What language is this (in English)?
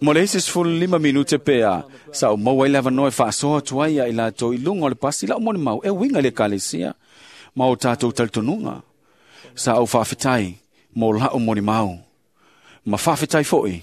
Samoan